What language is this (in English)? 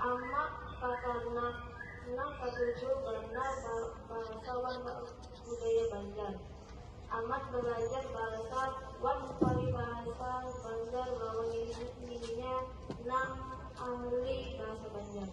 Banjar